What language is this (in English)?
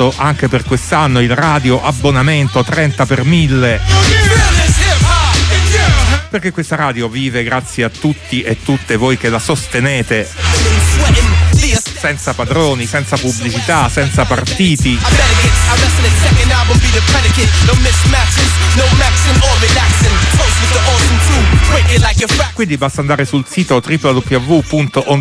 Italian